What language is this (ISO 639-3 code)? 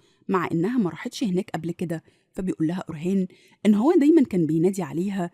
arz